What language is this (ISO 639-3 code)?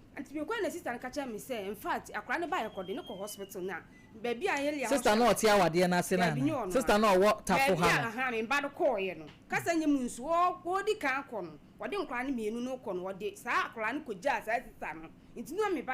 aka